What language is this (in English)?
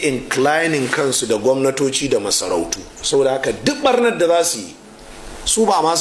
Hausa